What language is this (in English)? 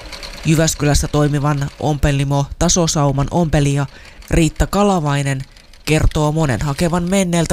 Finnish